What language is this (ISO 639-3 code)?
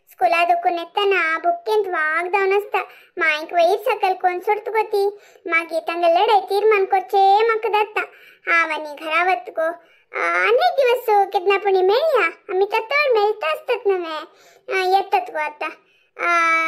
kok